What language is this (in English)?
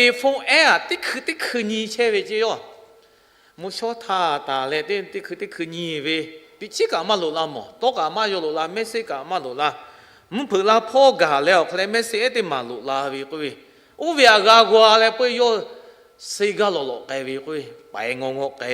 Lahu